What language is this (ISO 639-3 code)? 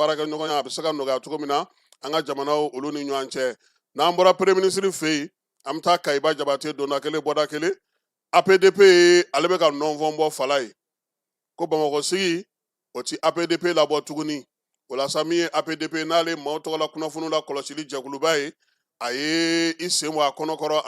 bam